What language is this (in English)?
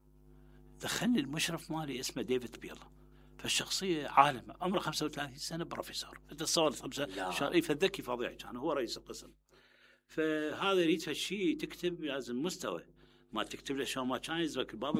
Mesopotamian Arabic